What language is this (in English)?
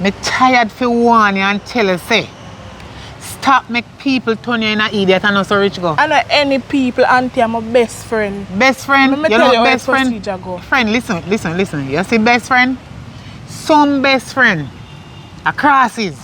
Jamaican Creole English